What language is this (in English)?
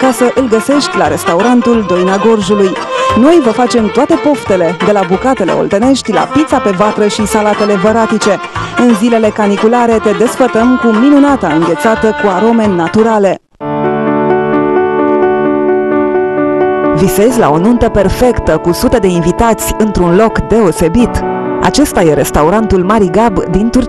Romanian